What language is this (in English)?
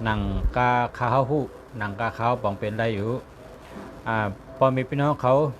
Shan